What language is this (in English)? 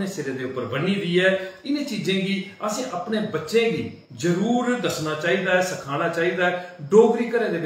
Dogri